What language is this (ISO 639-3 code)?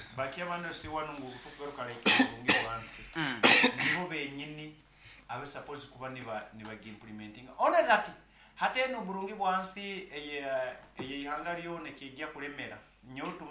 nyn